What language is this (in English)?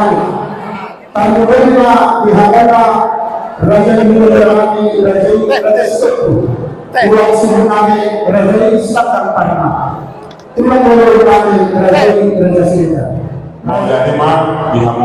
Batak Toba